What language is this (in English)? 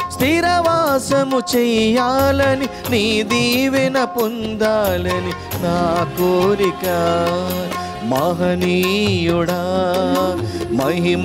Telugu